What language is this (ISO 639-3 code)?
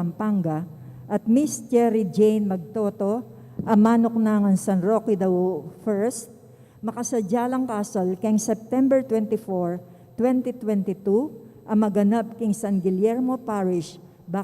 pam